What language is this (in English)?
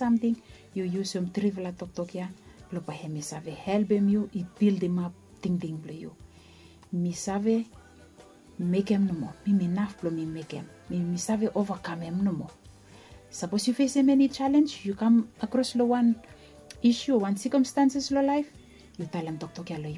Bislama